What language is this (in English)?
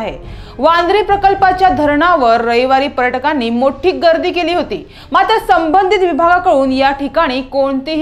Marathi